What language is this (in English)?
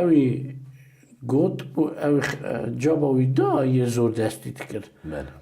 Kurdish